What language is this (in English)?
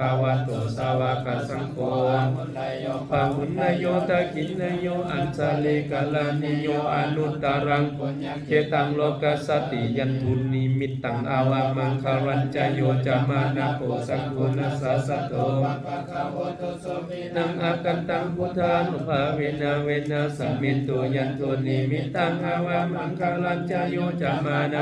Pali